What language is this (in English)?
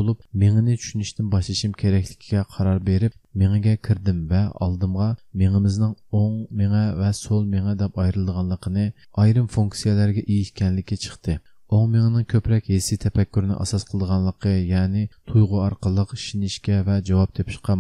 Uyghur